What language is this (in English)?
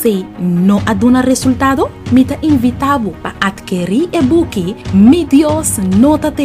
Papiamento